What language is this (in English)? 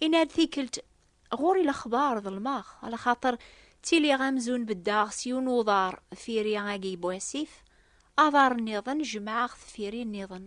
Kabyle